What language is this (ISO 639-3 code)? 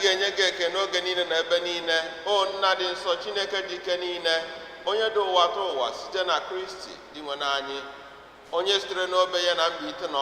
ibo